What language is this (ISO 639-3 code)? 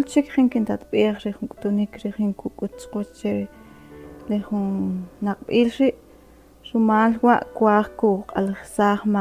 quc